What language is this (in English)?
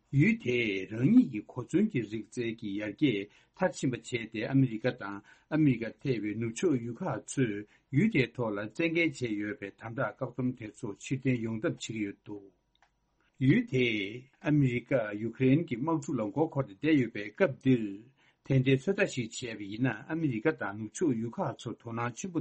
Tibetan